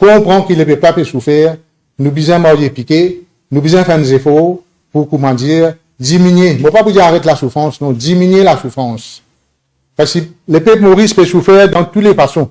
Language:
Morisyen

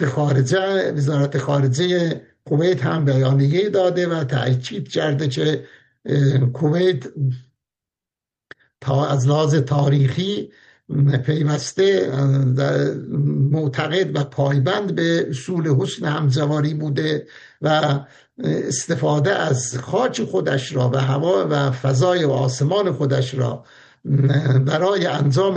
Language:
Persian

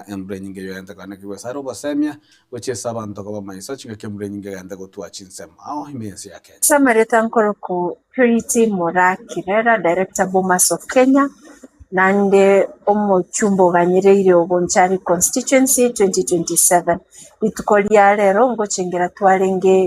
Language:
Gusii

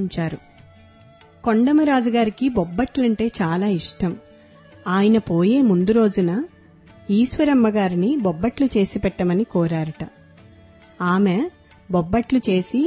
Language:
Telugu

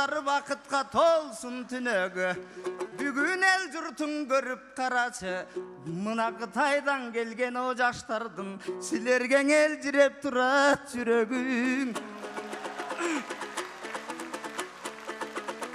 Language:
Kyrgyz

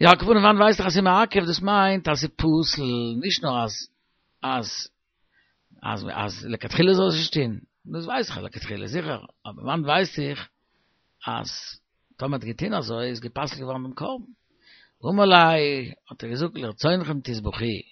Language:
Yiddish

